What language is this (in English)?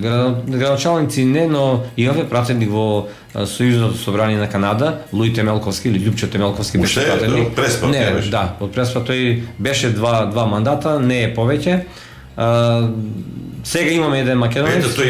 Macedonian